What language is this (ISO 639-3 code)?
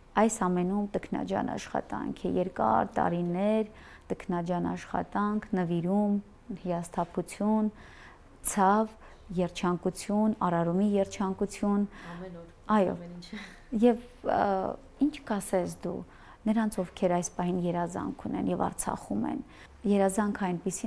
hye